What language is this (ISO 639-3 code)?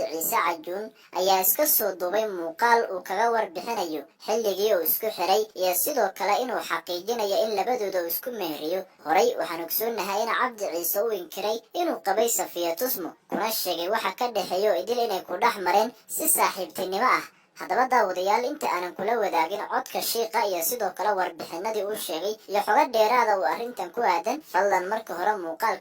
som